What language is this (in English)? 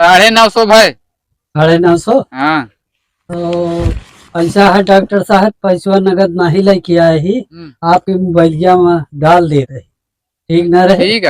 Awadhi